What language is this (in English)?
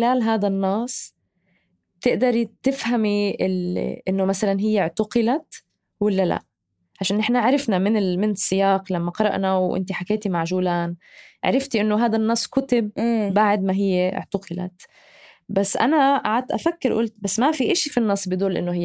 North Levantine Arabic